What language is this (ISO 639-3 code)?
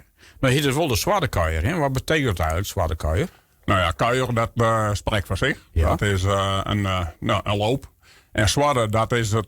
fry